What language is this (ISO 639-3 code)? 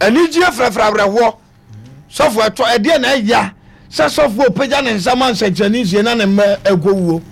aka